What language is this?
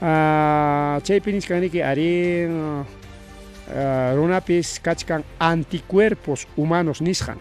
Ayacucho Quechua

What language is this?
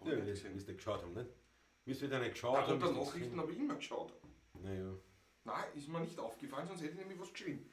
Bavarian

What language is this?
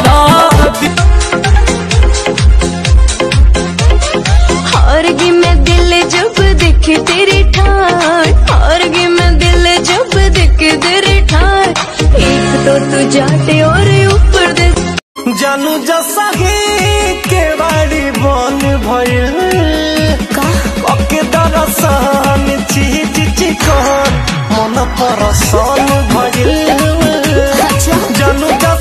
Bhojpuri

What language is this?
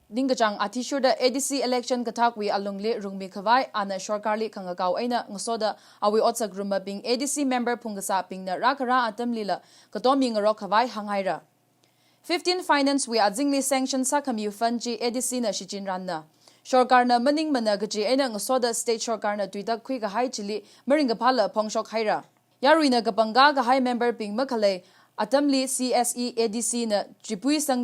Tangkhul Naga (India)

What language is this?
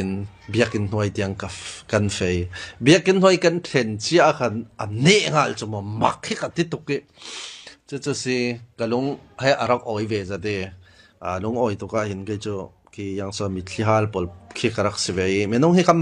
Falam Chin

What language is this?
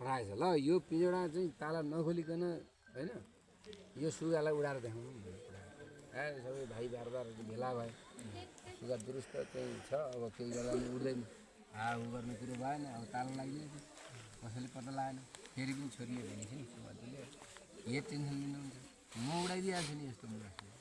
Nepali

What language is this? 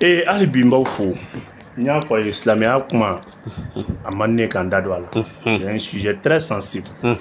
Bambara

